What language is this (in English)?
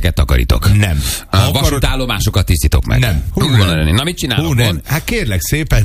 Hungarian